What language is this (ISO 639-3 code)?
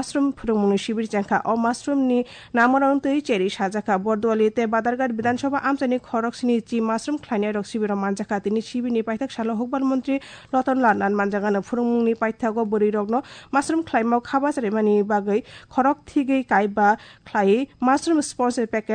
trp